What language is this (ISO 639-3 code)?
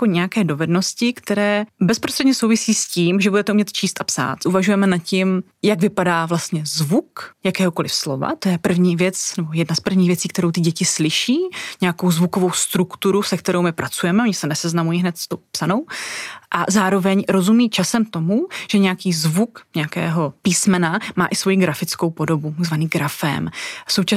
ces